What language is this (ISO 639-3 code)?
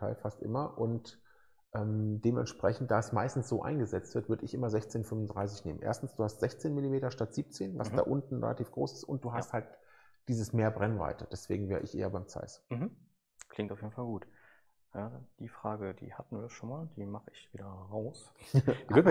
deu